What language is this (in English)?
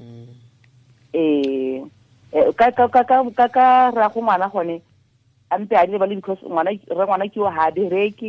Tswana